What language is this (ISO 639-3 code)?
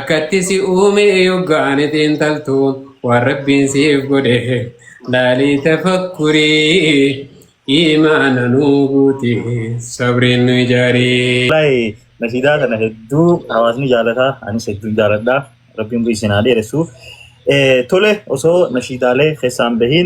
orm